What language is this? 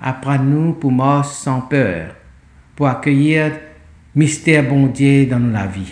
Morisyen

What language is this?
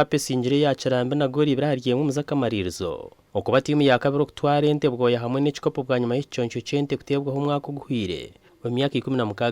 Nyankole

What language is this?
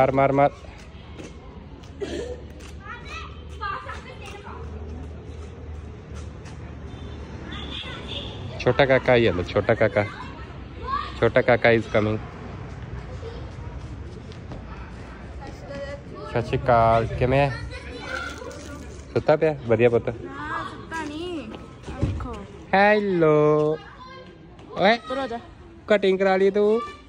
Punjabi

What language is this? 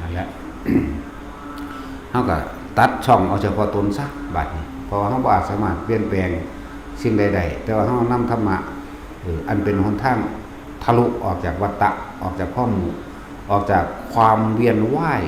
Lao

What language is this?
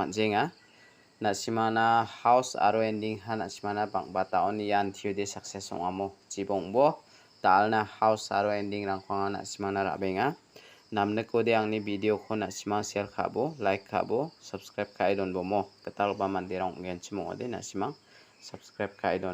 Garo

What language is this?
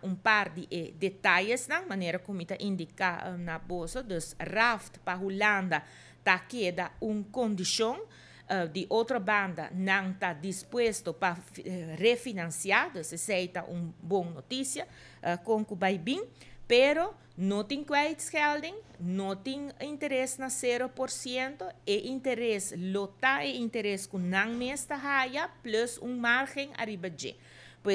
Papiamento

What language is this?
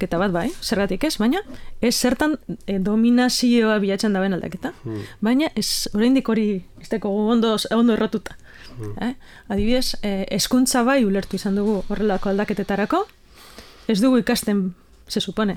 Basque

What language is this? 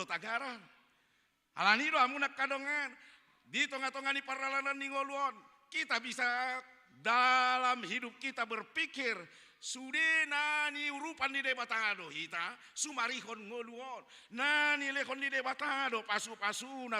Batak Toba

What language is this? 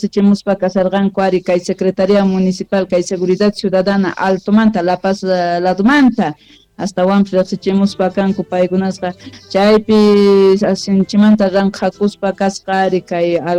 South Bolivian Quechua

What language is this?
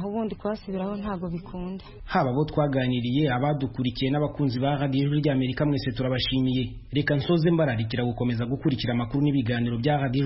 Kinyarwanda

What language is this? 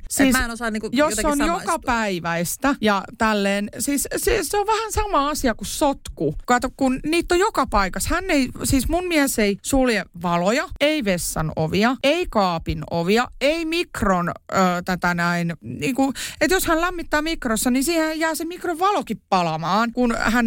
Finnish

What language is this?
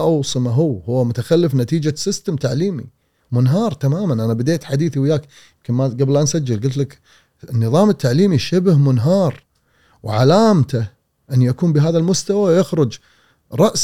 Gulf Arabic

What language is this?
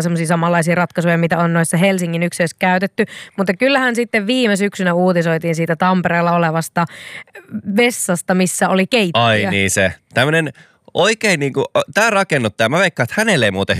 Finnish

